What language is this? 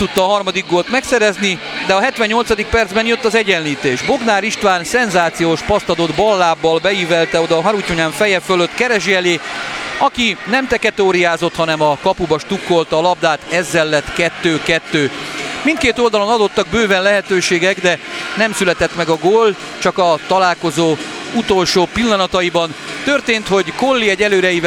Hungarian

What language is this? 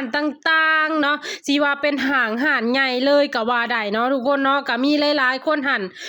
Lao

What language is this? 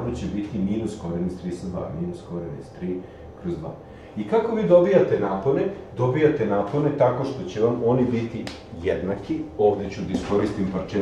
Serbian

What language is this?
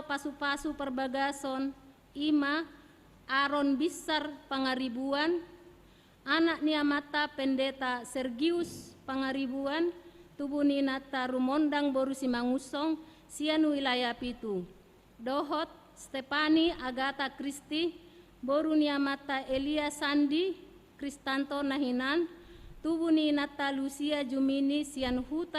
Batak Toba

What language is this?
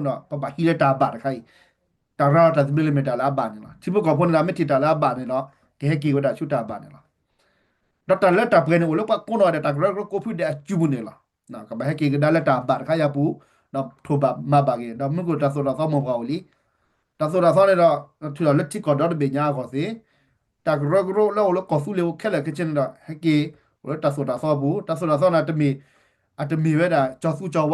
S'gaw Karen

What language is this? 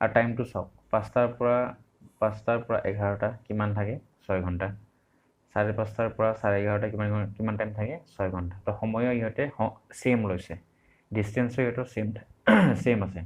Assamese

